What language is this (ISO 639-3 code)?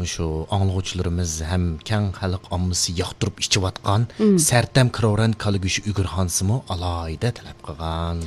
uig